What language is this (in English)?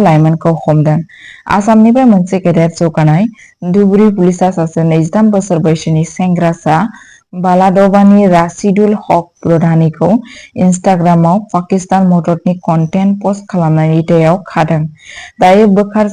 Bodo